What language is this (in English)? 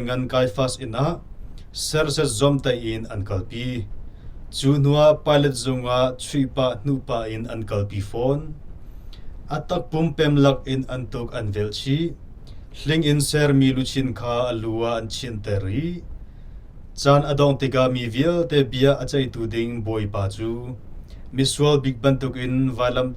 Hakha Chin